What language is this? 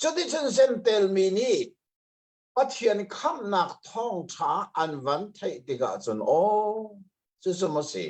Hakha Chin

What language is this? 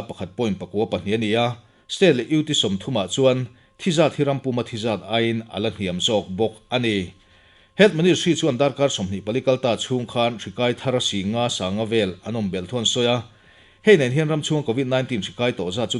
Mizo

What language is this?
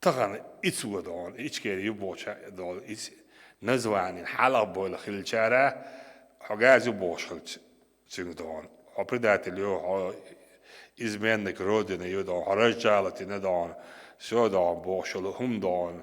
Chechen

